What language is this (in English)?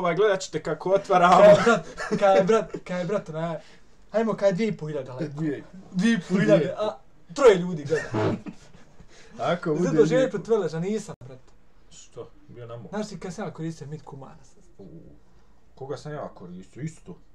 Bosnian